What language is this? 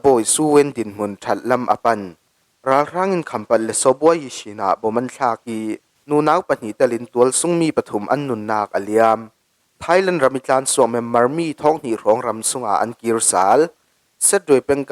Falam Chin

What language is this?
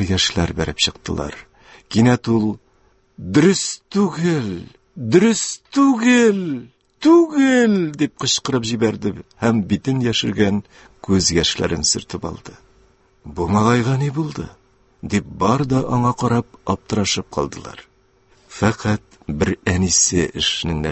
Tatar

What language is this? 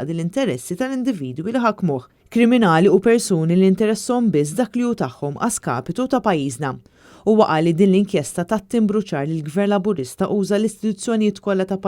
Maltese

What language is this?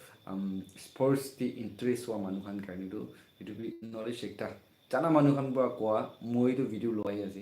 Naga Pidgin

